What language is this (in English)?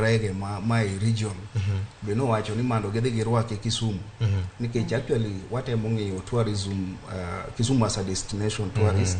Luo (Kenya and Tanzania)